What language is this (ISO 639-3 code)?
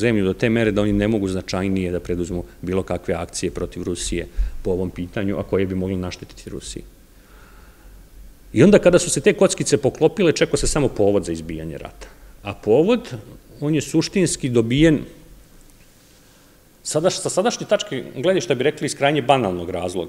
srp